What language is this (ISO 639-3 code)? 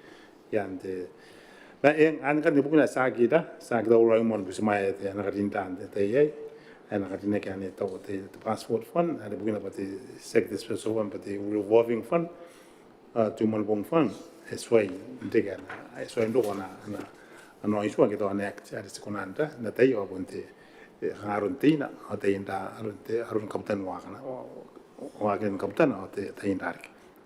gil